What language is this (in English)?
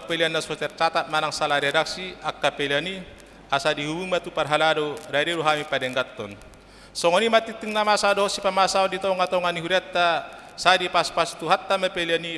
Batak Toba